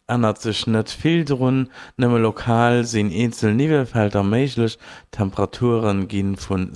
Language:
Luxembourgish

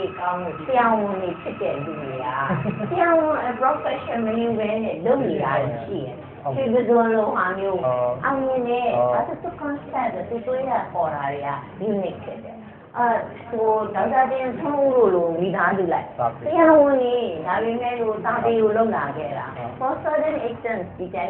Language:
Burmese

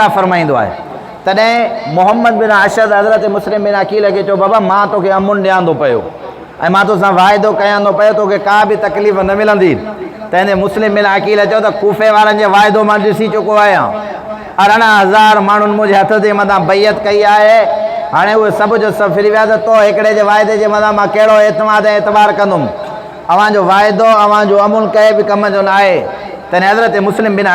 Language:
Sindhi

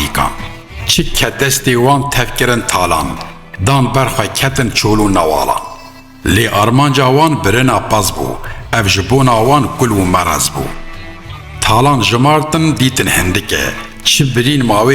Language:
Kurdish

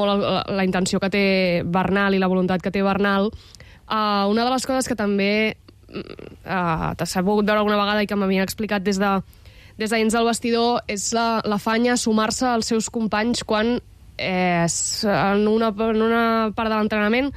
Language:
Catalan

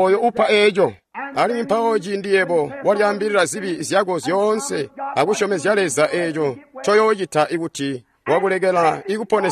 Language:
Tonga (Zambia)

